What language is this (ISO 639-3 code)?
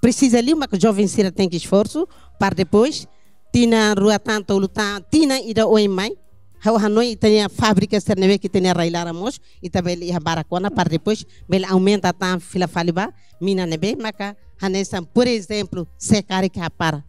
tet